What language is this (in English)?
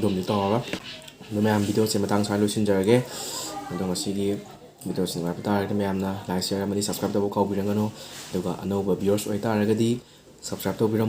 Manipuri